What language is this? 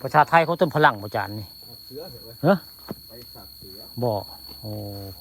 Northeastern Thai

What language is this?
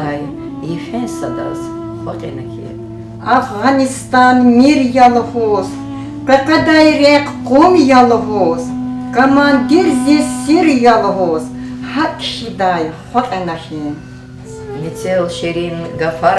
Lezghian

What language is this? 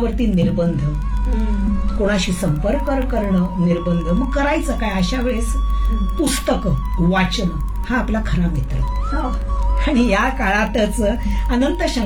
Marathi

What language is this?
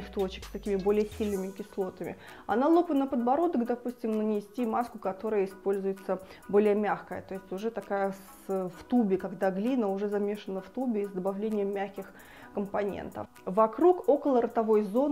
Russian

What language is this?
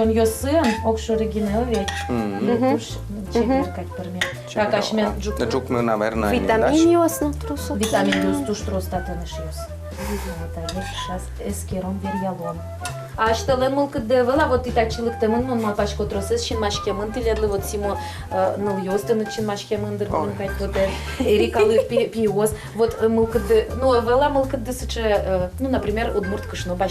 Udmurt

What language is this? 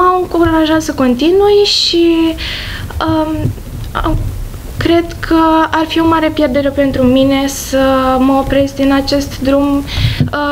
Romanian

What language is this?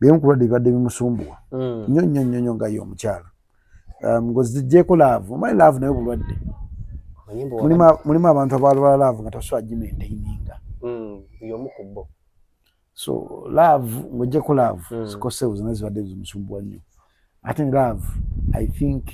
Ganda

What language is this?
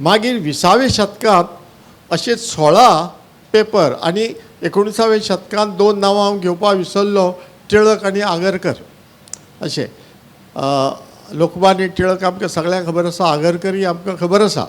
Konkani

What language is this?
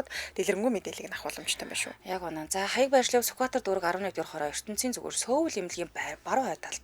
Mongolian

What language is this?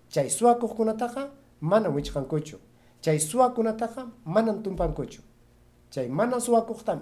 Ayacucho Quechua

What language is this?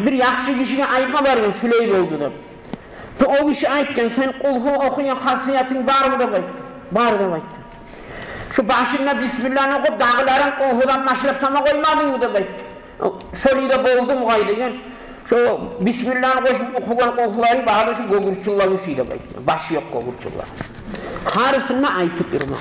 Kumyk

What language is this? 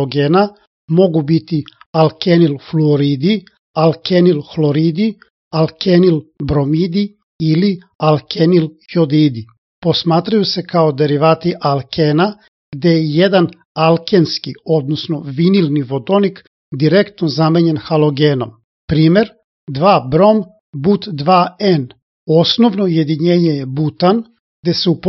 Serbian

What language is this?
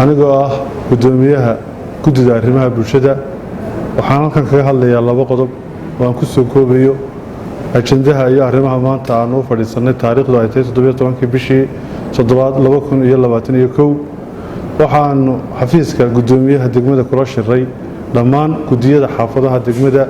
Somali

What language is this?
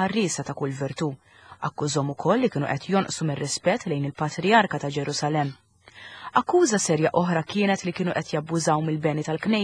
Maltese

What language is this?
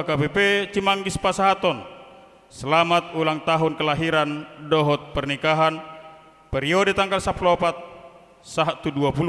Batak Toba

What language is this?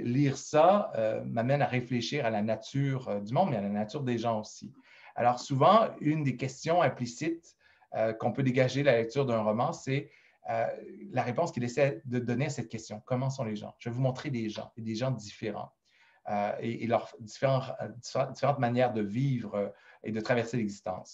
French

